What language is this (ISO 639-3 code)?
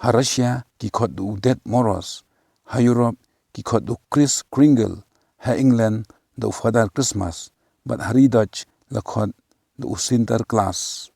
kha